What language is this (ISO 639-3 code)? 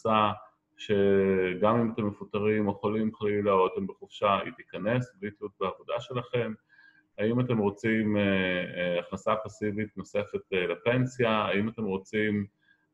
heb